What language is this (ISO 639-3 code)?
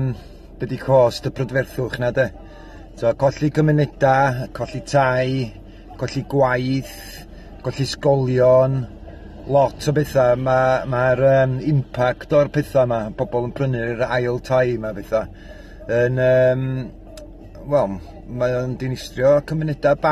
cym